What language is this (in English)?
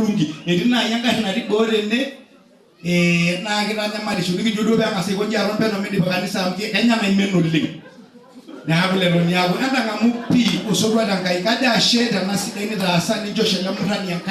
Masai